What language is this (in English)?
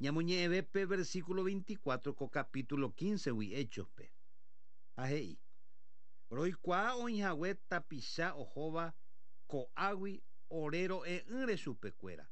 Guarani